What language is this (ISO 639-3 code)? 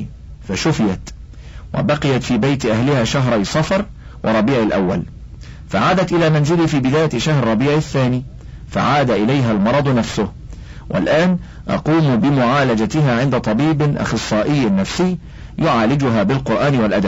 ara